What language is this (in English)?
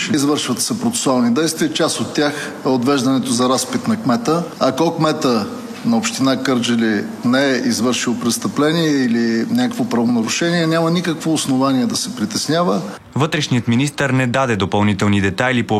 Bulgarian